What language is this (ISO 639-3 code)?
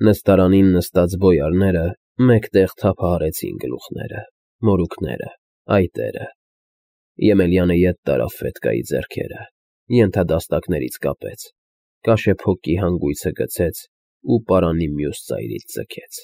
hye